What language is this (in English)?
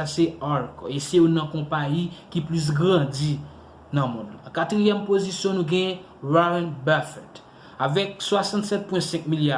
Haitian Creole